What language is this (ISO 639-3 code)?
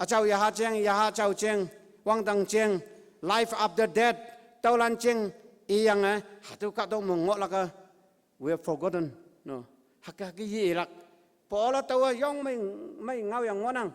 nbe